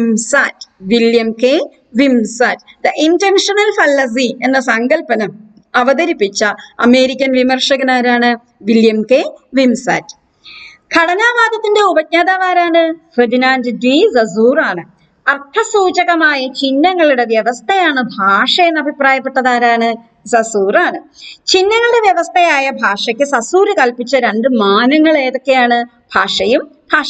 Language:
Malayalam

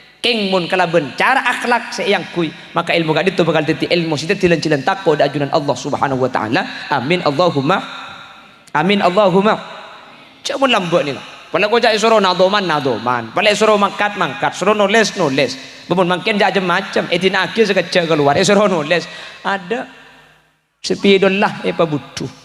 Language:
Madurese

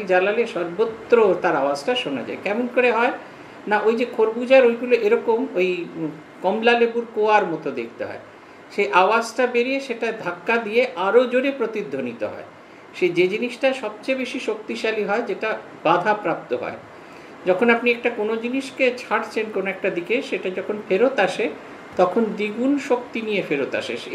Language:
Bangla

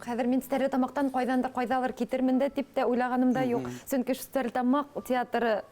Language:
Bashkir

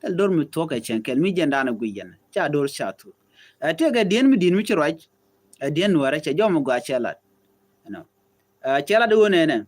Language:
Nuer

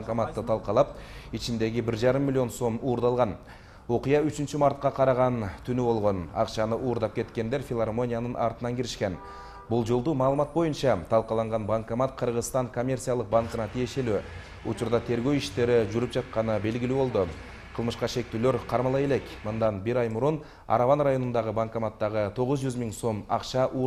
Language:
Kyrgyz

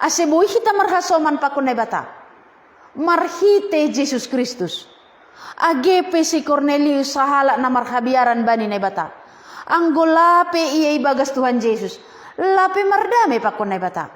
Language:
Batak Simalungun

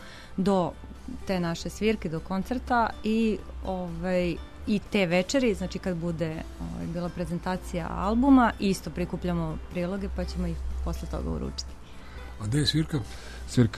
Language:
Serbian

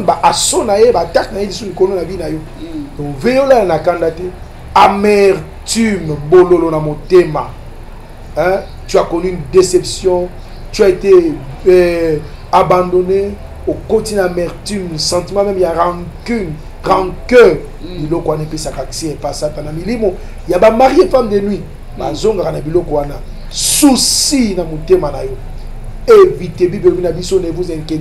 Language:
Lingala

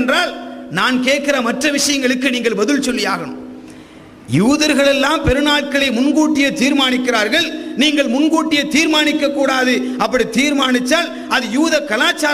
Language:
Tamil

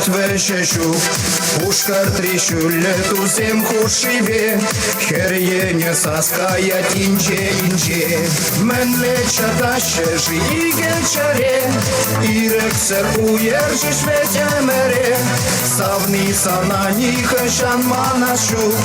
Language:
Chuvash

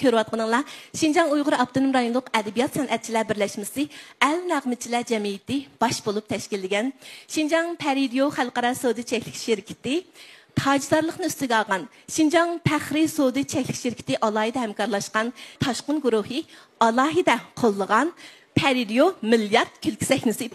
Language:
Uyghur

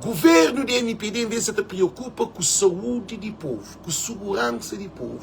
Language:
Kabuverdianu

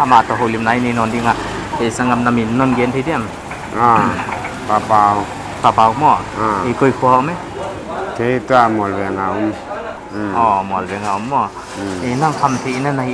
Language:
Paite Chin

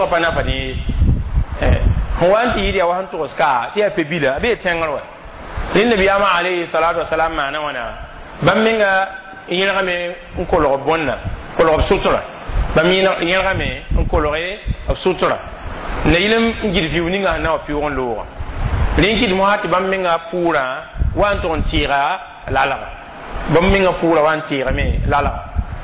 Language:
Mossi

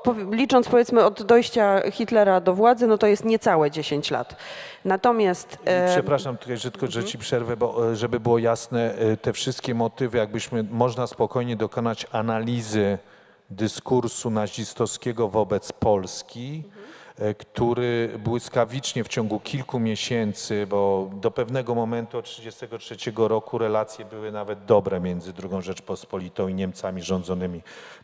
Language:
Polish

